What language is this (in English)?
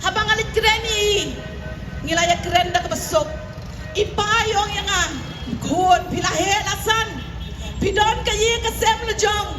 Khasi